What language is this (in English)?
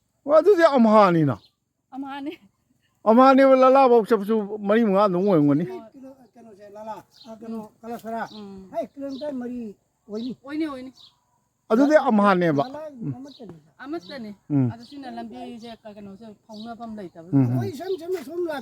Manipuri